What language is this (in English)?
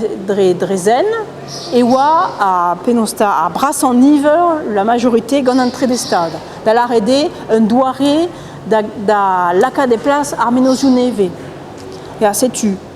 Breton